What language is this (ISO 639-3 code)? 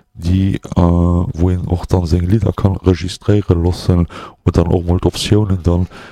ltz